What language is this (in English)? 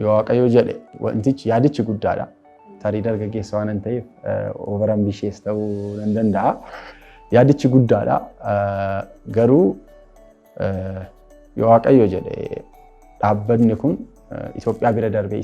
Oromo